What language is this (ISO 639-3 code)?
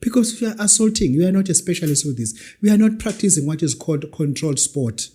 zul